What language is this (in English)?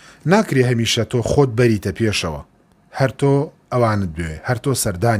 Central Kurdish